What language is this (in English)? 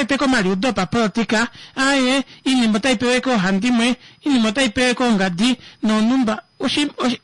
Kuanyama